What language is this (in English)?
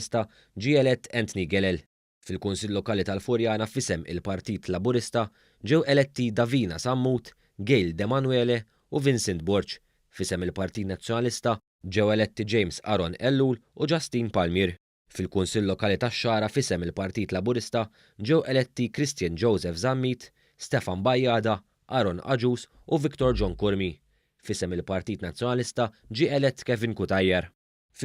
Maltese